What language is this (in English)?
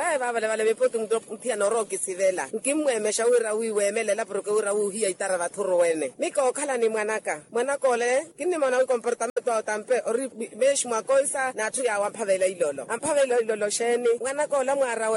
Makhuwa